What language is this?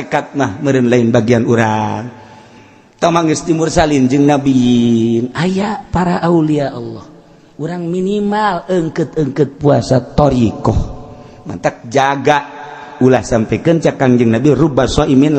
Sundanese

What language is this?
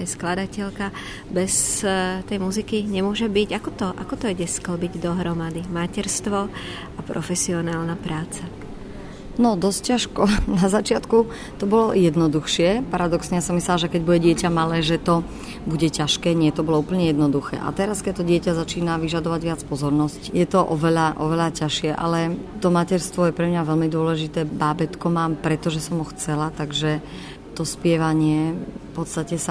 Slovak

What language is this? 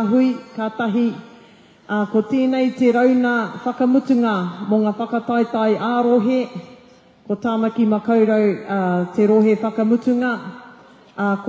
Māori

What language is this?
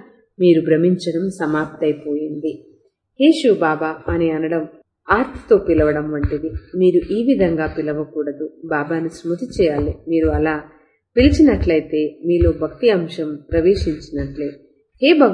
Telugu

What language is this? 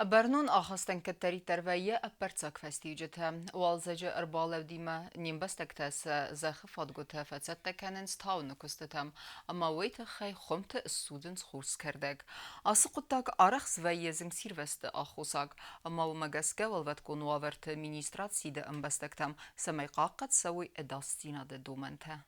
Ossetic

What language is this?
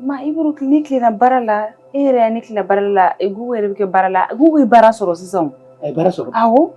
Bambara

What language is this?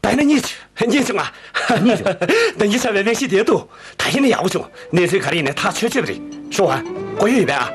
Tibetan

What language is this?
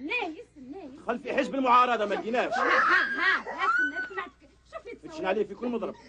Algerian Arabic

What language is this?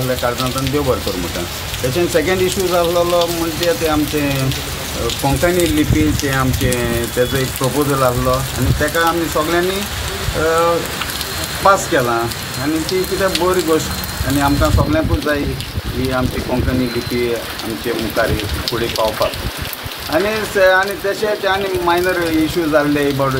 Konkani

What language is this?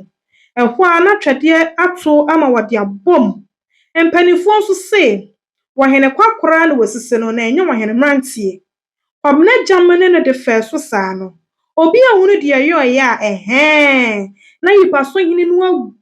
Akan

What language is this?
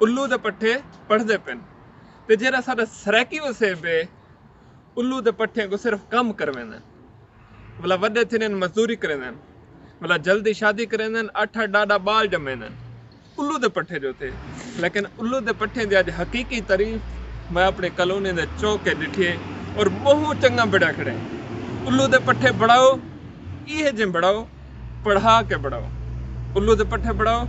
Saraiki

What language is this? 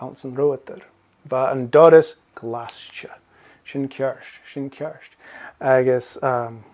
Scottish Gaelic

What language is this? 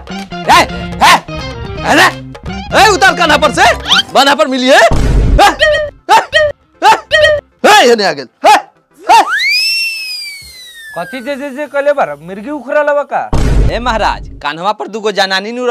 Bhojpuri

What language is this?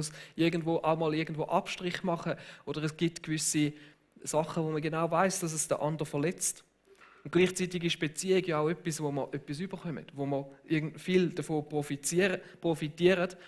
Swiss German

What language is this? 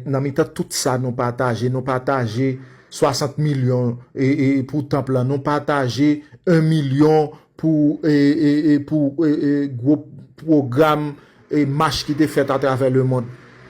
Haitian Creole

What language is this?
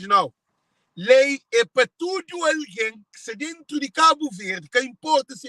Kabuverdianu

